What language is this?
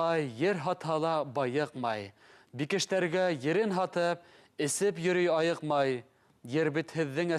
Bashkir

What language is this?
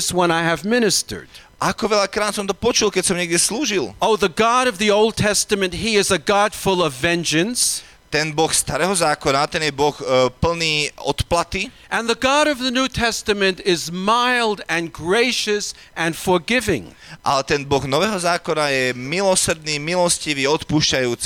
Slovak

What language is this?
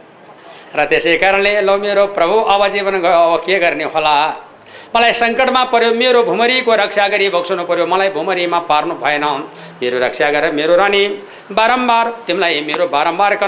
Nepali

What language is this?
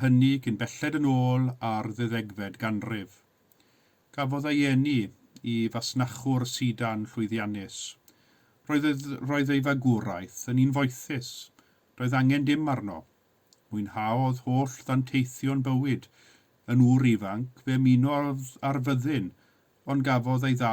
Welsh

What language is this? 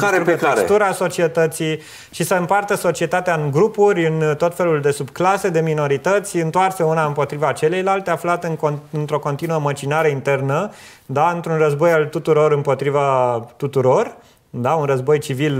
Romanian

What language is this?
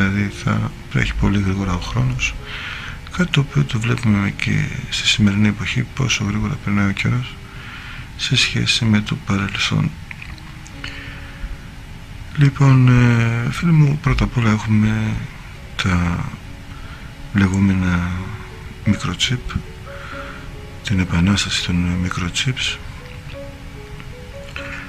Greek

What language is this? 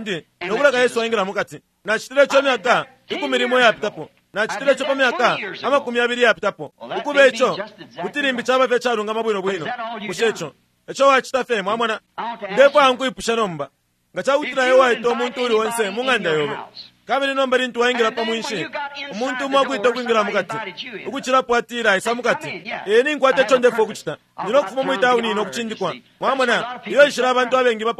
Bemba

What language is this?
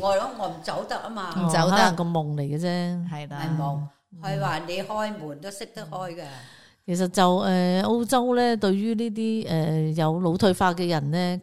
Cantonese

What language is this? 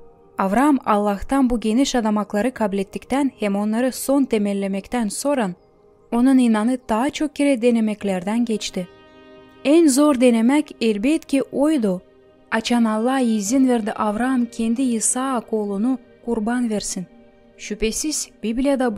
Gagauz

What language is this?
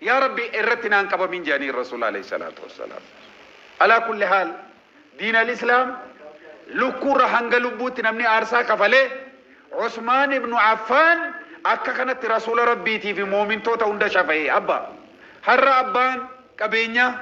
Oromo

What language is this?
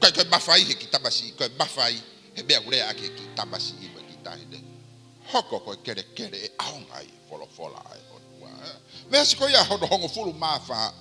Tongan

